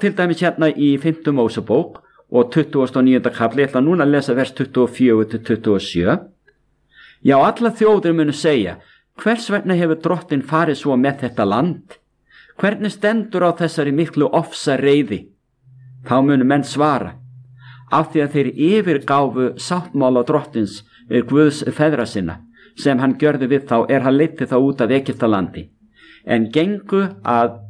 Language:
Icelandic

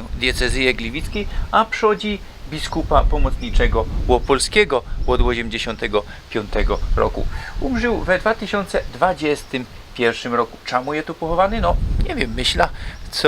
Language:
Silesian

